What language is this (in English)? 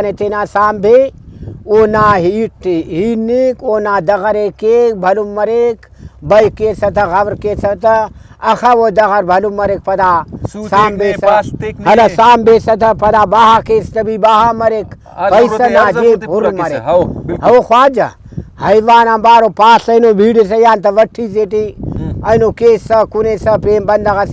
Brahui